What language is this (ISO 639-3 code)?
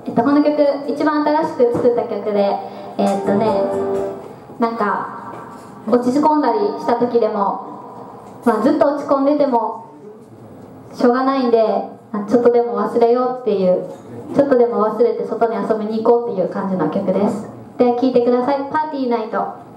jpn